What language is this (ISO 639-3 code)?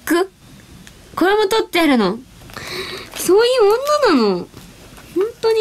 jpn